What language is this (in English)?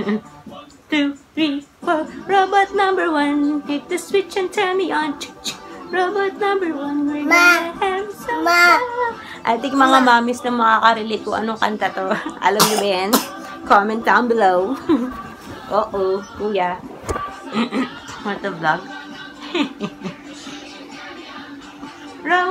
Filipino